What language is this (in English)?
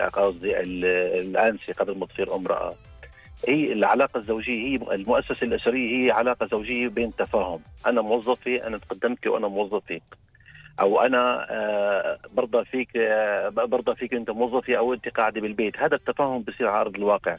Gulf Arabic